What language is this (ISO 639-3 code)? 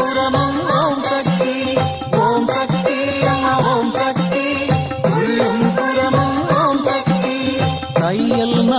tam